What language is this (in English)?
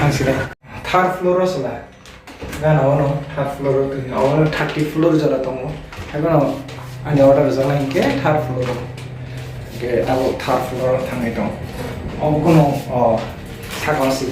Kok Borok